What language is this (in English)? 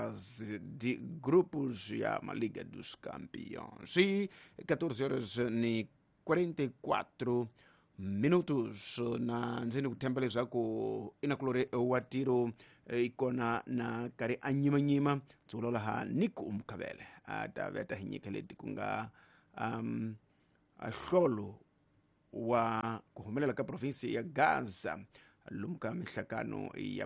Tsonga